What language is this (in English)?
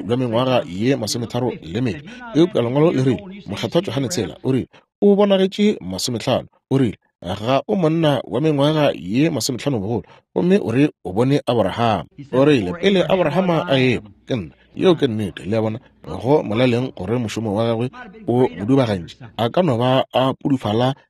Northern Sotho